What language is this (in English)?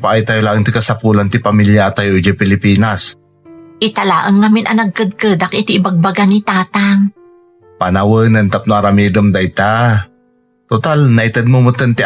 Iloko